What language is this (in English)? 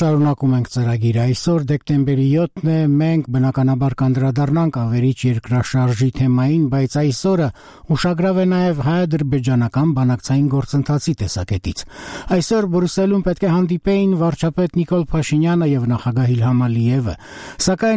Armenian